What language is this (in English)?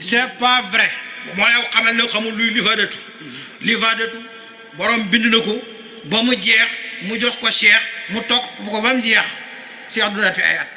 Wolof